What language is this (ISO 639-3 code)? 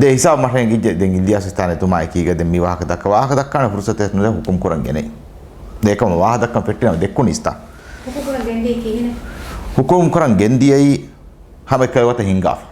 div